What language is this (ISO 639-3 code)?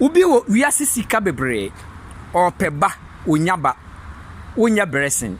aka